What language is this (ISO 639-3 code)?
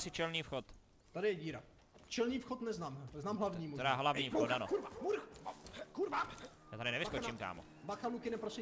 ces